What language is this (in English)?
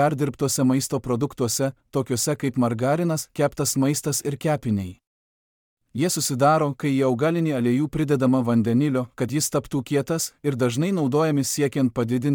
Lithuanian